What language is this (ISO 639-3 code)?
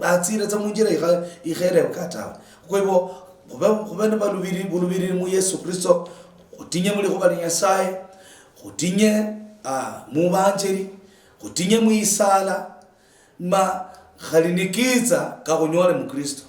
luy